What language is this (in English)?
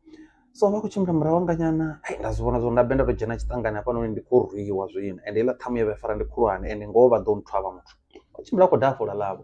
Venda